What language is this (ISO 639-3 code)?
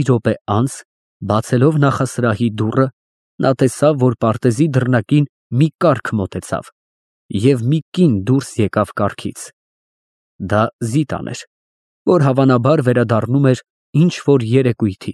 hye